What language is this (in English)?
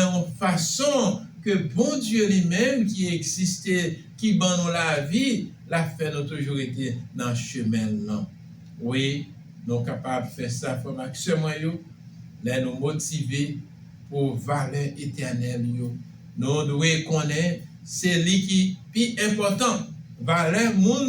Haitian Creole